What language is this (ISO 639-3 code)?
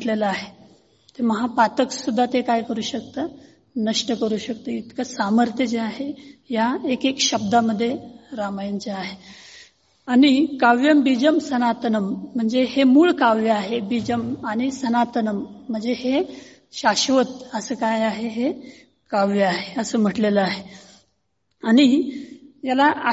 mar